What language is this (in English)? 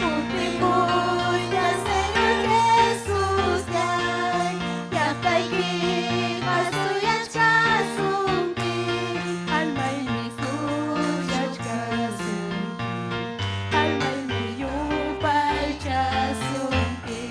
Ayacucho Quechua